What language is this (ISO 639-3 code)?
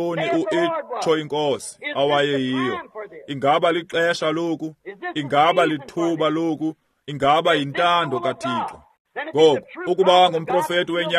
xho